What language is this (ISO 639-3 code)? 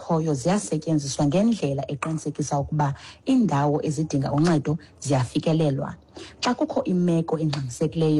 xho